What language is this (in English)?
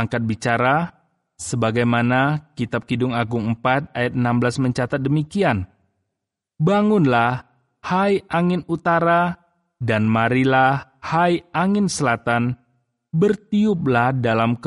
Indonesian